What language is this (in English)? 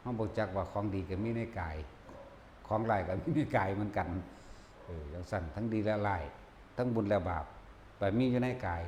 Northeastern Thai